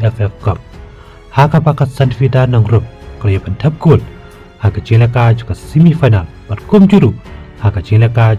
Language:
Khasi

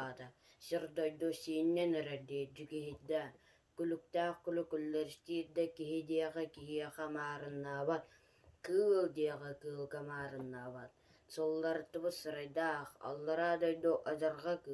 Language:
Yakut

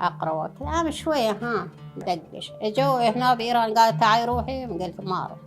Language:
Mesopotamian Arabic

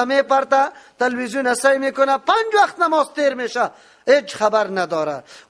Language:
Persian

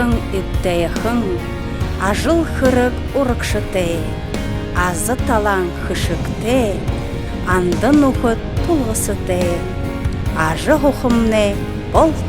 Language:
Buriat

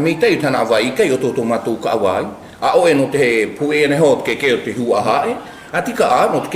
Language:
South Marquesan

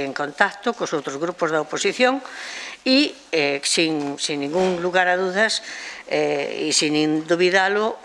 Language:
Galician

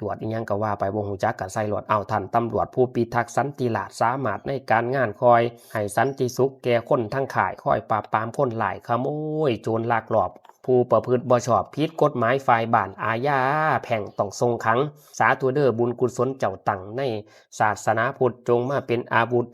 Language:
Lao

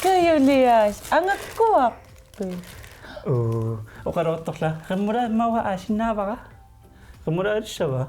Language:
Kalaallisut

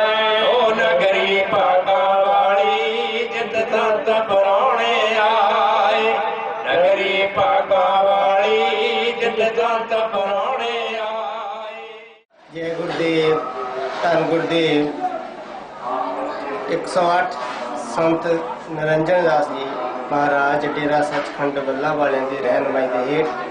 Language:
Punjabi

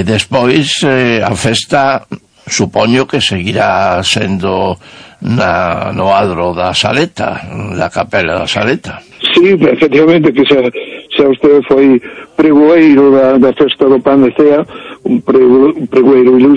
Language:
Galician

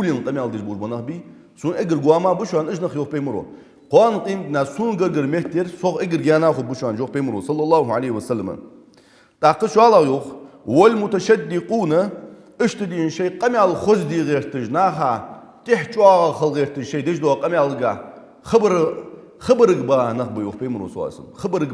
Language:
Ingush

